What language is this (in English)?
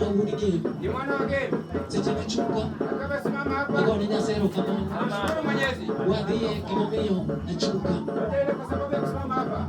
Luo (Kenya and Tanzania)